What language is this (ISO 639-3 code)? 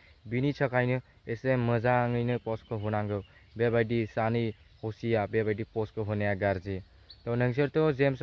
brx